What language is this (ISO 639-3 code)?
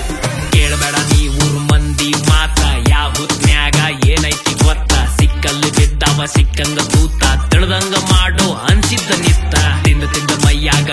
kan